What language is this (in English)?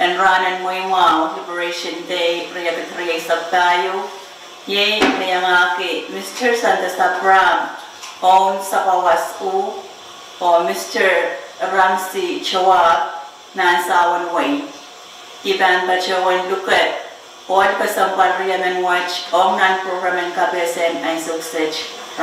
Pohnpeian